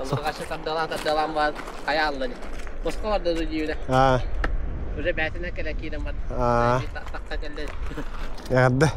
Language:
Yakut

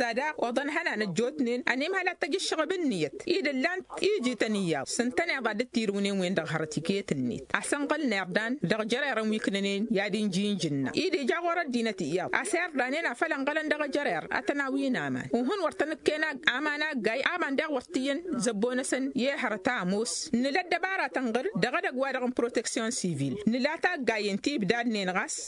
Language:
Tamasheq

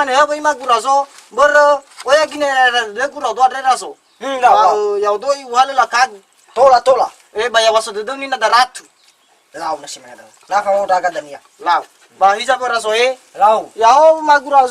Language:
Nias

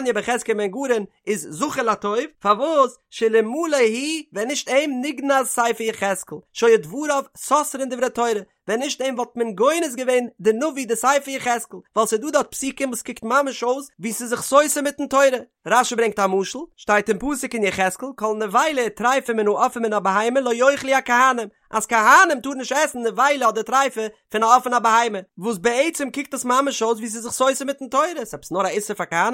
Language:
Yiddish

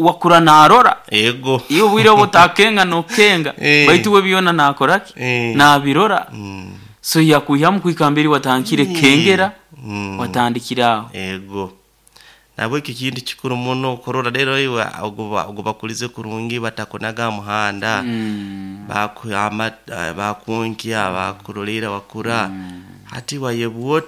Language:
Nyoro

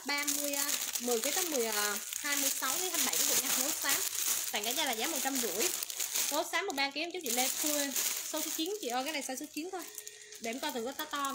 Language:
Vietnamese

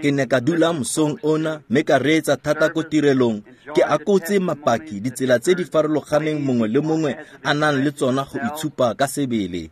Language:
Tswana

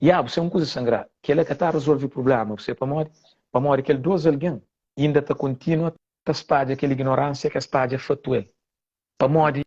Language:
Kabuverdianu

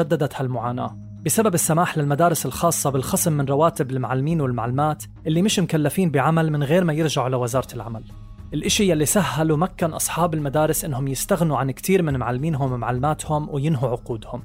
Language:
North Levantine Arabic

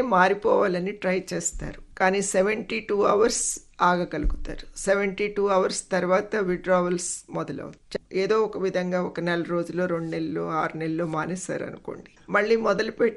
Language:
Telugu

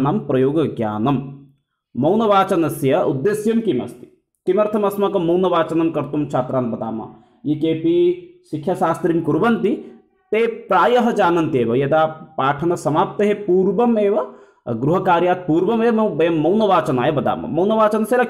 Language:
Sanskrit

